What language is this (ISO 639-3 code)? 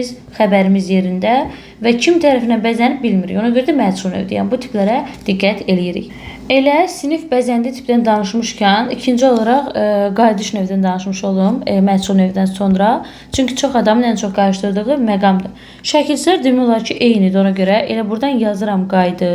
aze